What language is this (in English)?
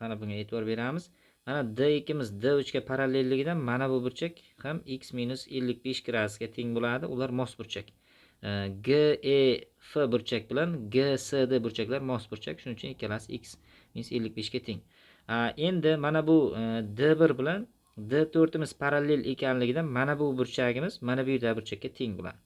Uzbek